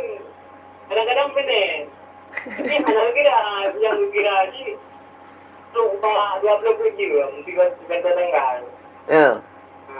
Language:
Achinese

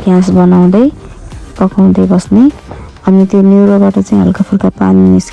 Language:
Nepali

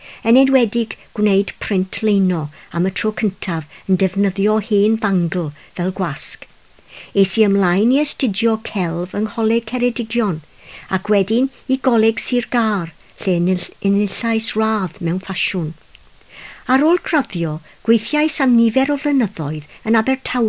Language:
Welsh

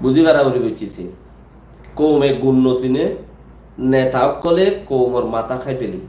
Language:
Rohingya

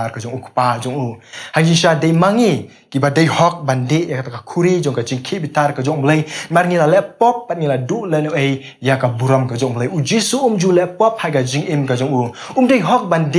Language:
Khasi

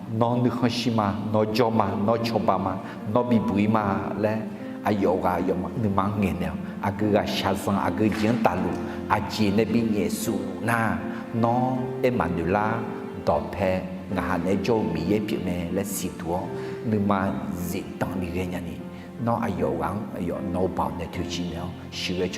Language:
Akha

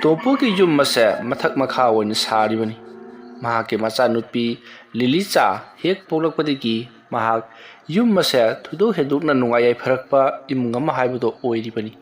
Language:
Manipuri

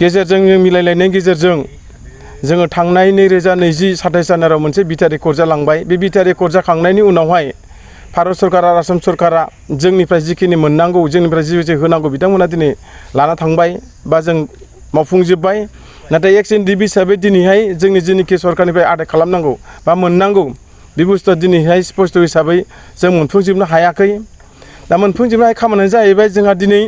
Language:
Bodo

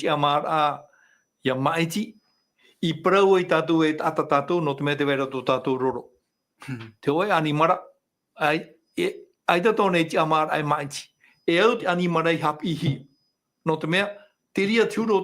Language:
Tahitian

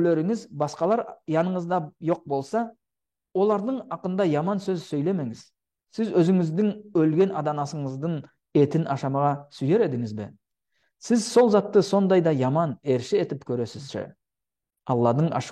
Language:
Nogai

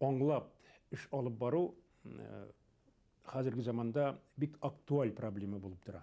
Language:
Bashkir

